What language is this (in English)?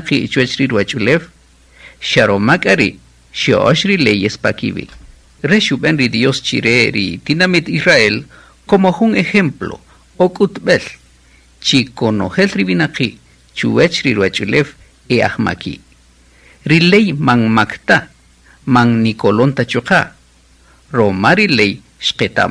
Kaqchikel